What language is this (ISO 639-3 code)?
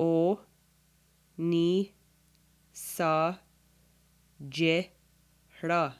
moh